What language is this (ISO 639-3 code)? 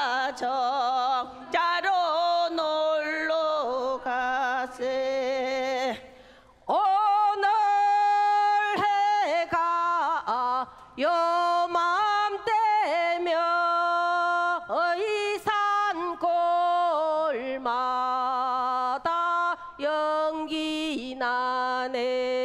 kor